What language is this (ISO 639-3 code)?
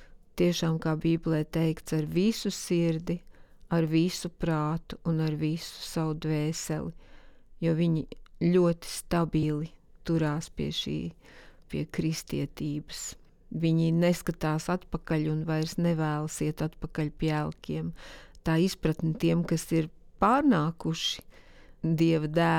lav